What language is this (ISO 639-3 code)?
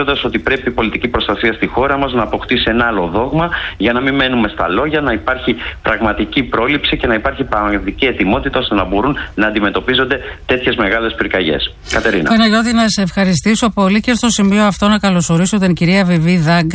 ell